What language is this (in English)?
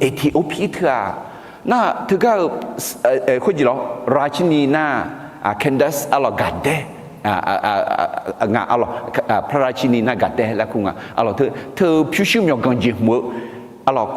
Akha